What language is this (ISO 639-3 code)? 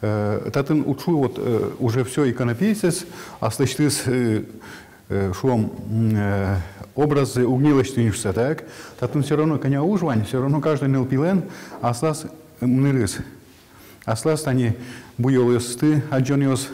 udm